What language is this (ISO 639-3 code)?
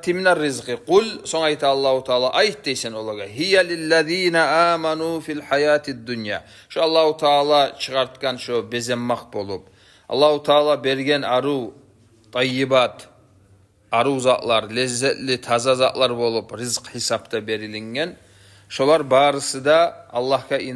kum